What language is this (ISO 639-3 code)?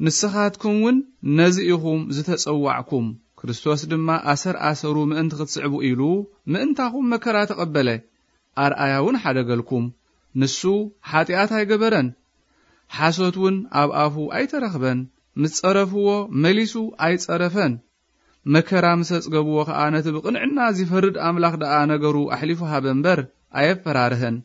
tir